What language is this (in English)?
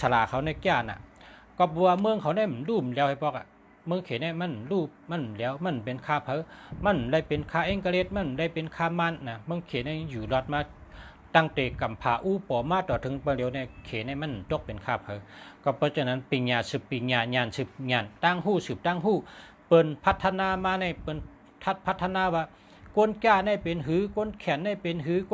Shan